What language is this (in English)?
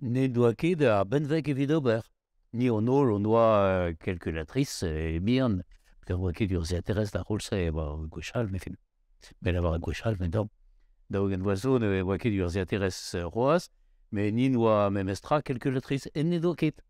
Breton